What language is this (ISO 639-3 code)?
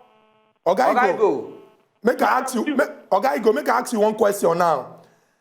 pcm